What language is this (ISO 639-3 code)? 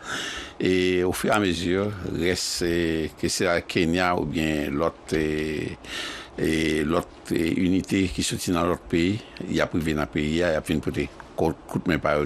hat